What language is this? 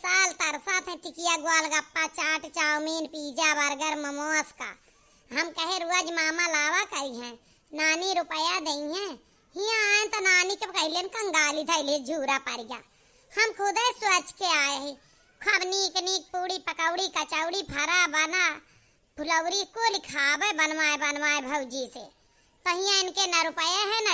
Awadhi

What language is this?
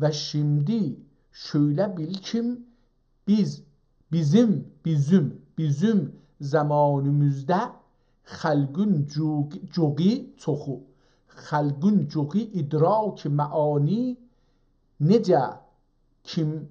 South Azerbaijani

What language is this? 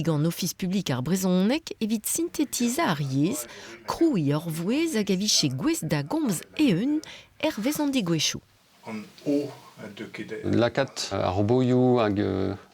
Breton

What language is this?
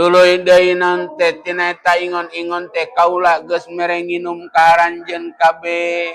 Sundanese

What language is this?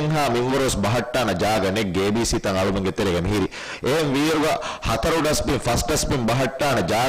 Divehi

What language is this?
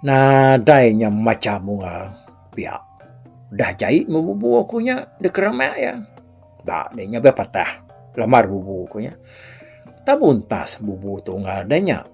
Iban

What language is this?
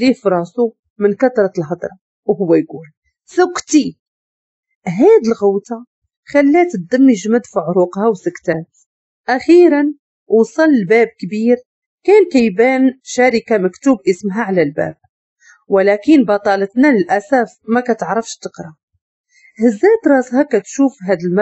Moroccan Arabic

